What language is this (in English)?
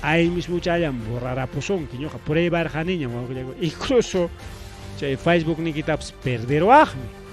Ayacucho Quechua